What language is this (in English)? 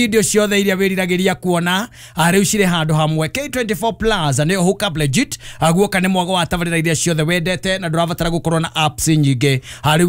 Kikuyu